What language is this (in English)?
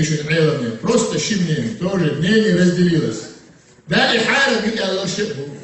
Chechen